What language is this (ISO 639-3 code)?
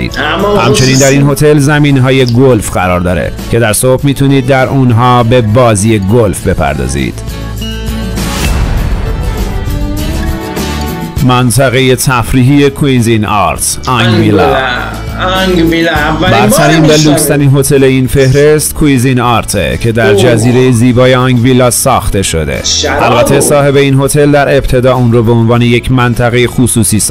fas